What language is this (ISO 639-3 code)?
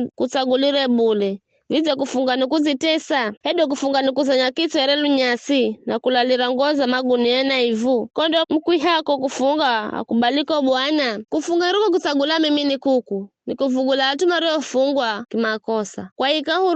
nyf